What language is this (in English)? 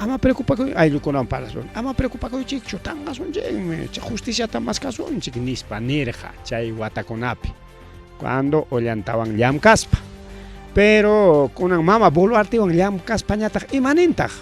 Ayacucho Quechua